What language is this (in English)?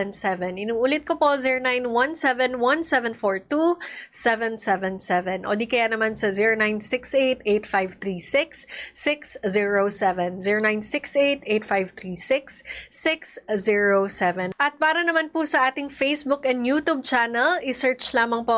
Filipino